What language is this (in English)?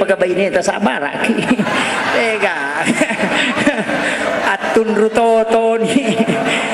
Buginese